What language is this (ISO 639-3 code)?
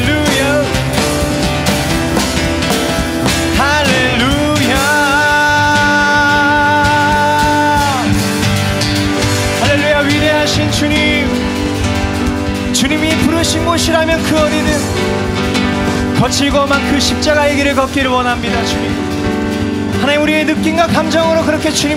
kor